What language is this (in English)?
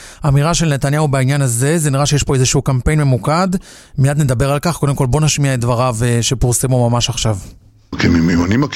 Hebrew